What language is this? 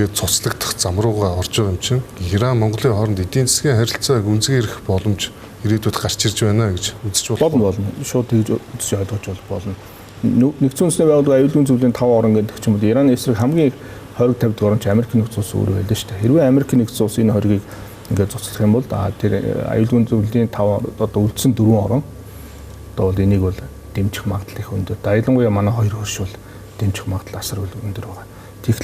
Mongolian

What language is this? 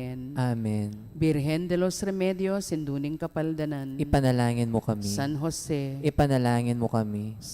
Pampanga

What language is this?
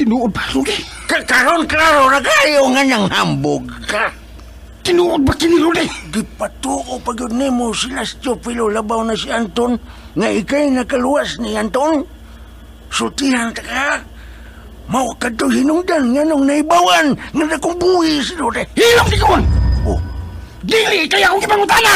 Cebuano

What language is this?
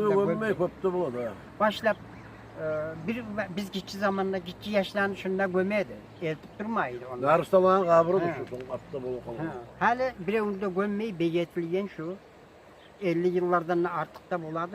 Kumyk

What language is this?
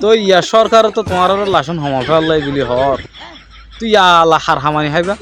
Rohingya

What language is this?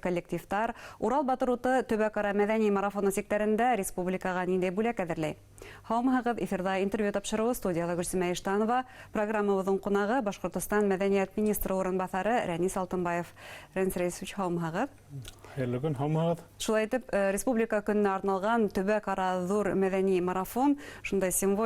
Bashkir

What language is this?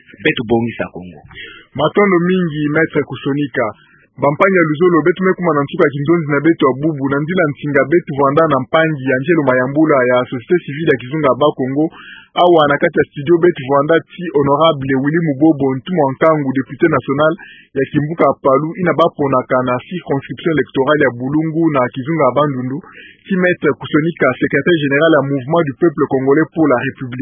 Kituba (Democratic Republic of Congo)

